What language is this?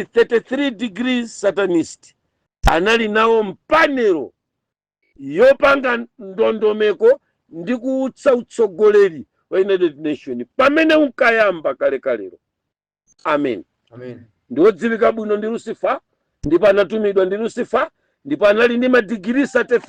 Nyanja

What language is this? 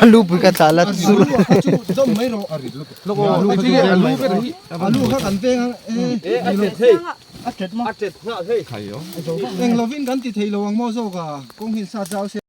Mizo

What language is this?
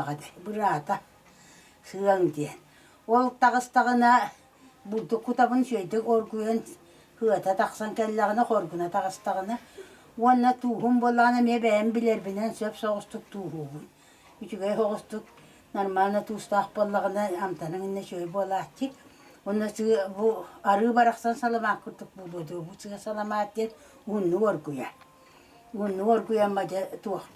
Yakut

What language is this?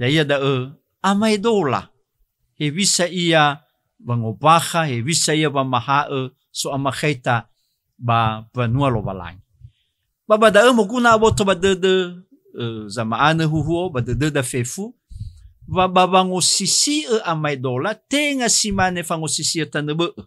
Nias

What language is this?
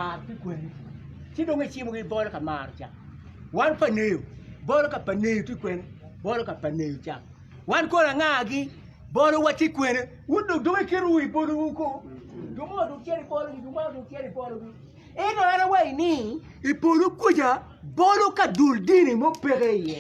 Acoli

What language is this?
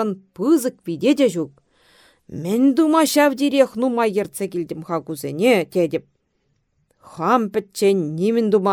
Chuvash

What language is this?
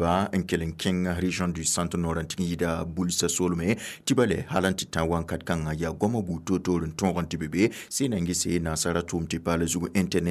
Mossi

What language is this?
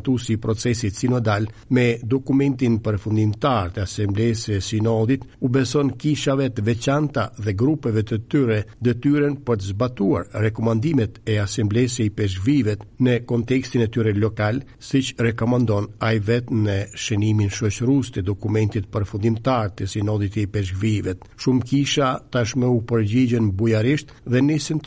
Albanian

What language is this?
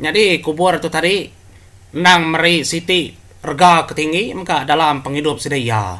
Iban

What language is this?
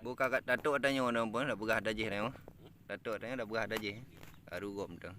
Achinese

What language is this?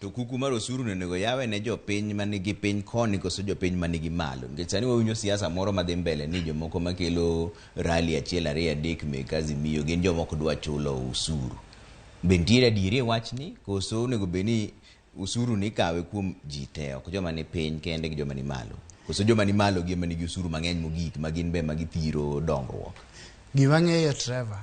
Luo (Kenya and Tanzania)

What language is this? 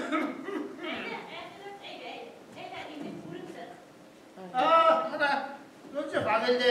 Bashkir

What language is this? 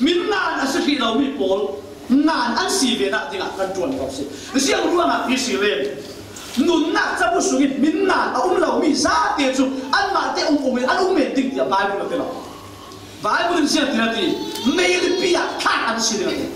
Falam Chin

